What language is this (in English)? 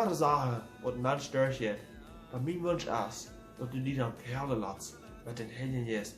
Plautdietsch